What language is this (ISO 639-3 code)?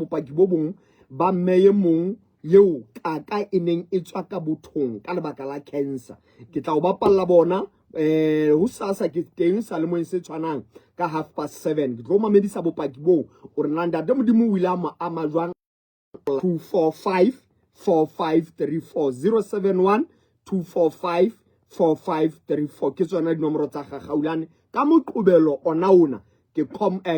sot